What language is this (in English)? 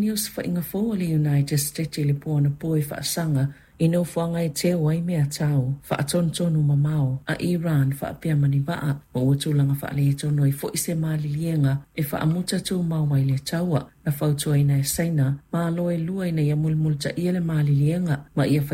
Samoan